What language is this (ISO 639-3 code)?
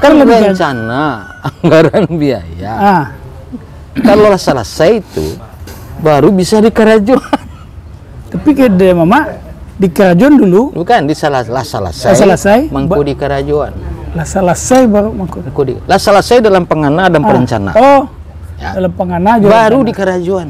min